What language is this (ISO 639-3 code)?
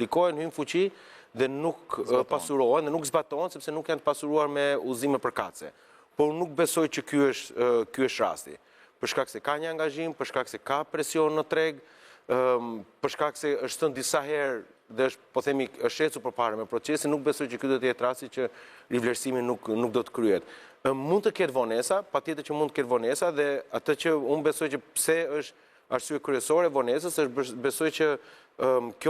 sqi